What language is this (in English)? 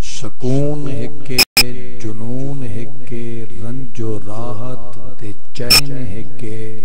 Saraiki